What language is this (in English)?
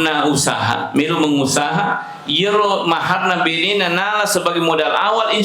Buginese